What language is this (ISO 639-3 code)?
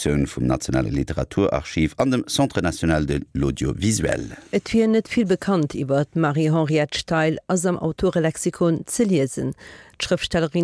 ltz